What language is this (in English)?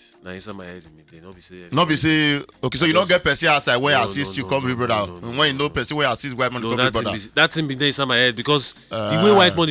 Nigerian Pidgin